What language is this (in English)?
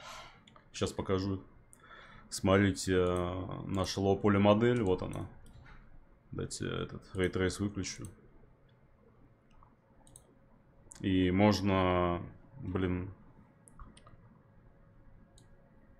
Russian